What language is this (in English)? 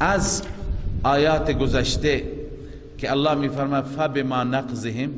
Persian